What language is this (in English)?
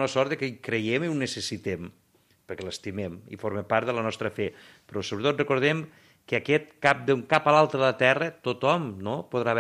Catalan